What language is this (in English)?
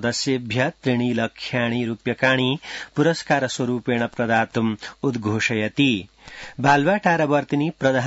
Sanskrit